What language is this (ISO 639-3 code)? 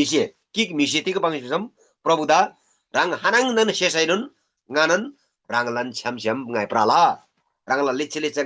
taj